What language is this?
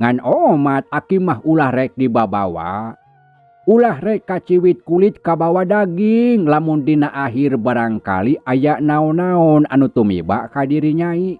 Sundanese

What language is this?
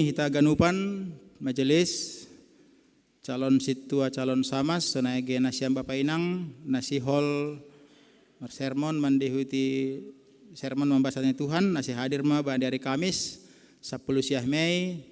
Batak Simalungun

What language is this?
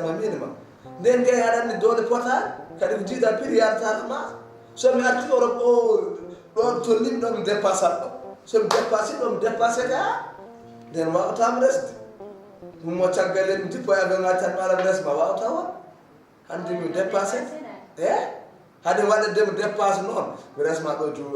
Fula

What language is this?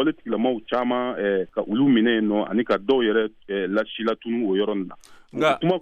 Bambara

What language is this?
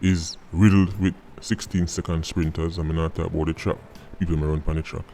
Jamaican Creole English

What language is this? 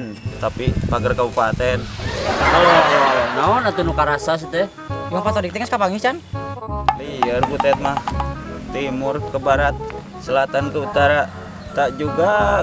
Sundanese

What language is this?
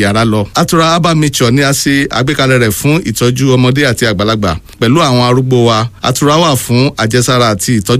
Yoruba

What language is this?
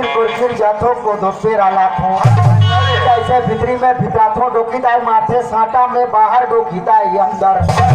Chhattisgarhi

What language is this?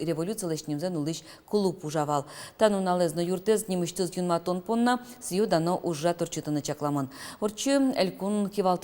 Udmurt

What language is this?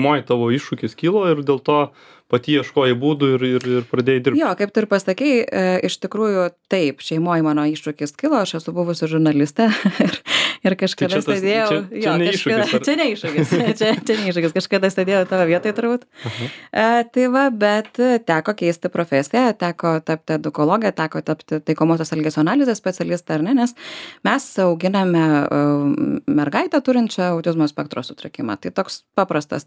Lithuanian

